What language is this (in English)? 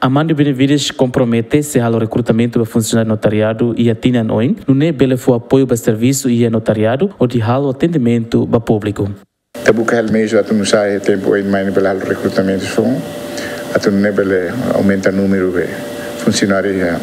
Tetum